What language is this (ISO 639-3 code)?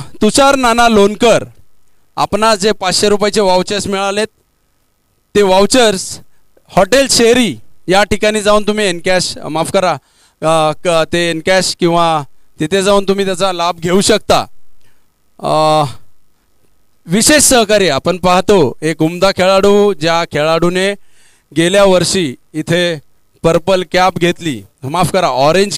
mar